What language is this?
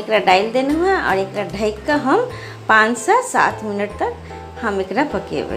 Maithili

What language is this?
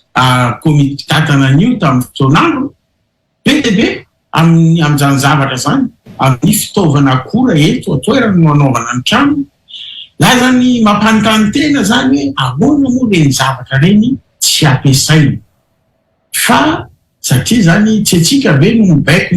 Malagasy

